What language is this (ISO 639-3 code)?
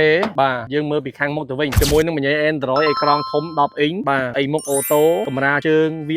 khm